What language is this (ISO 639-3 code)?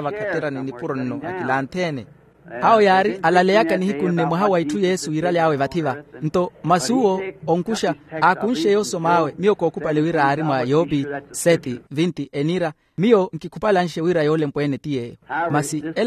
vmw